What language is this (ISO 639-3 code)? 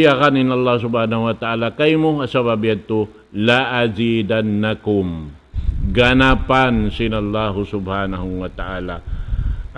tsg